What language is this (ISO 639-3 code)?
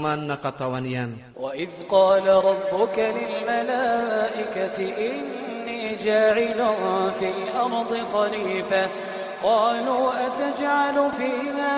ilp